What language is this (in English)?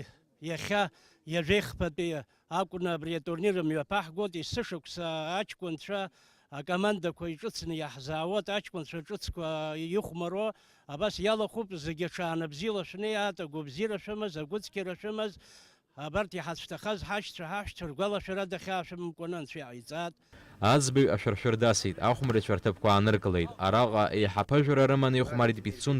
Abkhazian